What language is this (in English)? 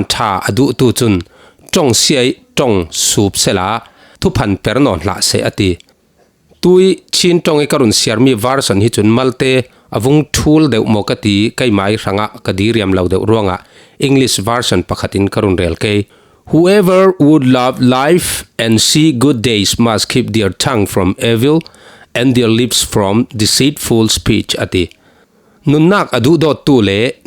Falam Chin